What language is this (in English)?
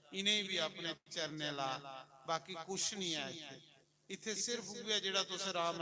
Dogri